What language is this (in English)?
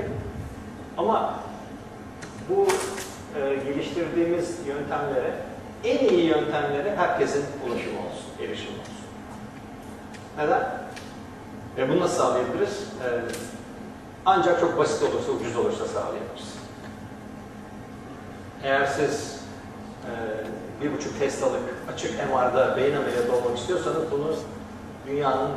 Turkish